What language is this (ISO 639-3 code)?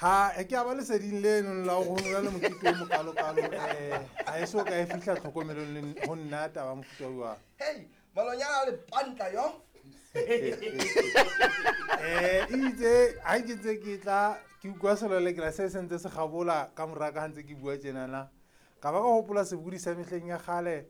sot